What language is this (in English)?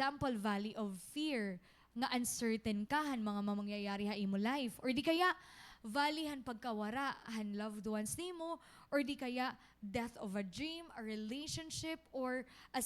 Waray